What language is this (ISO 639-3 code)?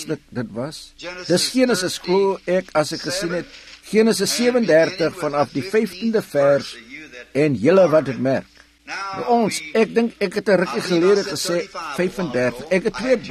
afr